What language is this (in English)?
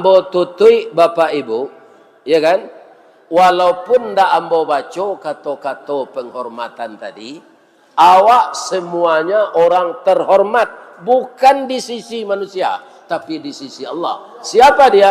Minangkabau